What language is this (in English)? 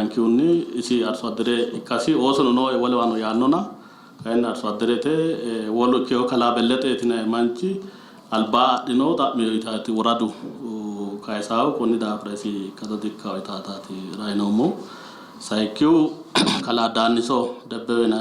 Sidamo